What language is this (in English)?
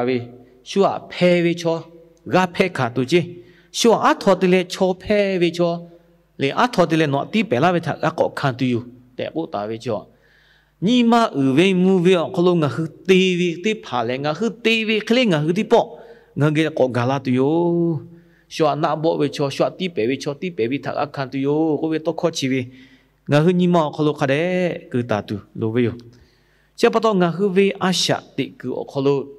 Lahu